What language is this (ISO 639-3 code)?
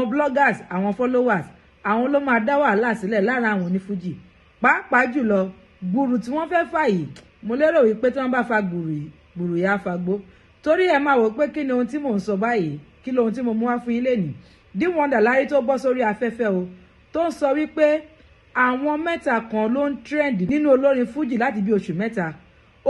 yor